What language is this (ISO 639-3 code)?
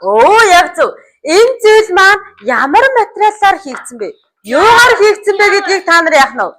mon